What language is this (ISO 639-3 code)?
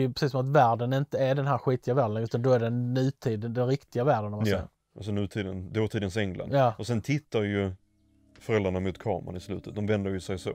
swe